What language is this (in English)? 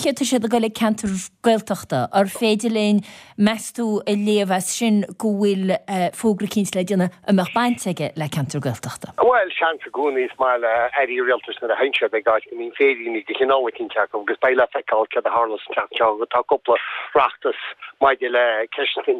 Irish